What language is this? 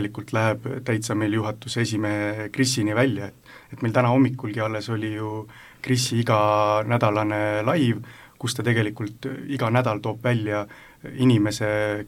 Estonian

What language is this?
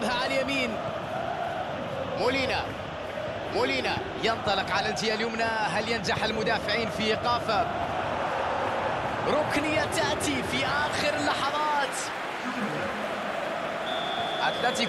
Arabic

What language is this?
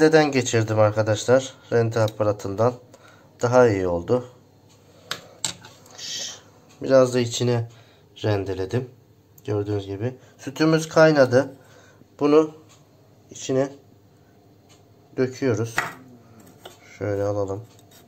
Turkish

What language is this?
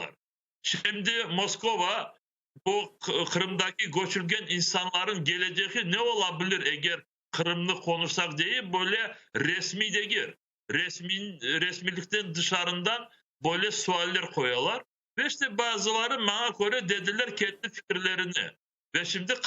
Crimean Tatar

